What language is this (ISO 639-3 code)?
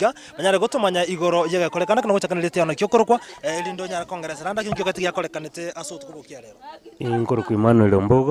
guz